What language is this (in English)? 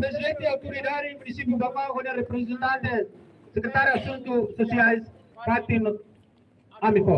Tetum